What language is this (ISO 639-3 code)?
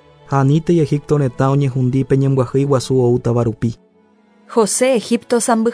grn